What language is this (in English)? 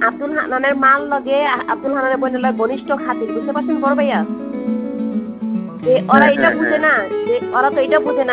Bangla